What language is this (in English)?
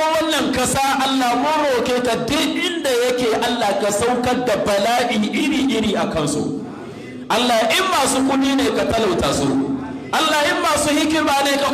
Hausa